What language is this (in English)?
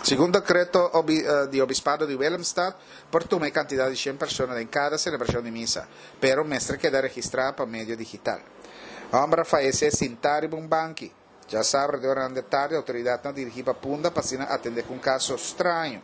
Papiamento